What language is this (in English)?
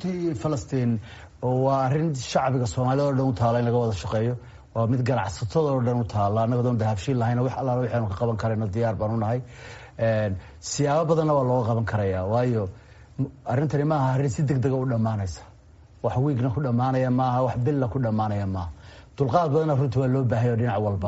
Somali